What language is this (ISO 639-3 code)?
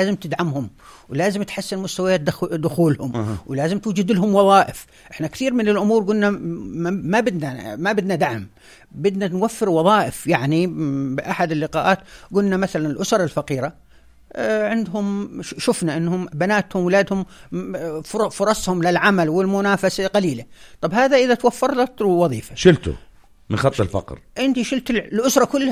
apc